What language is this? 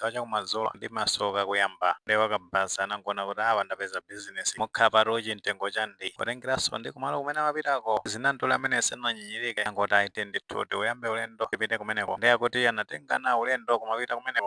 Nyanja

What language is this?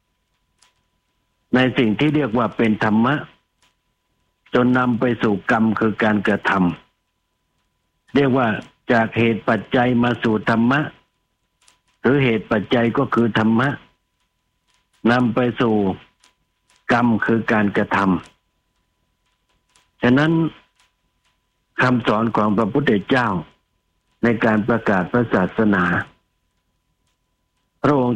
Thai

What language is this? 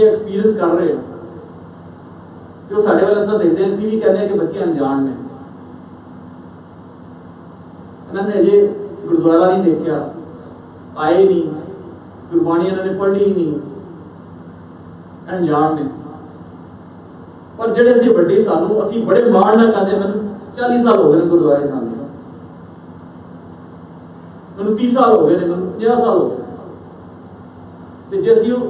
Punjabi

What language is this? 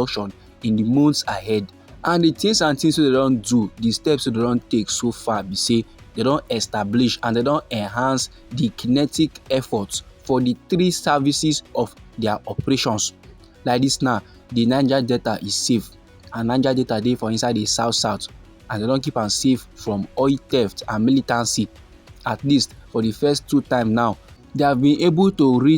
Nigerian Pidgin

